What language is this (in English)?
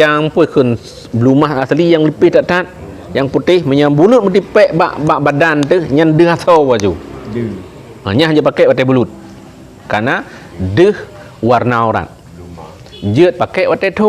Achinese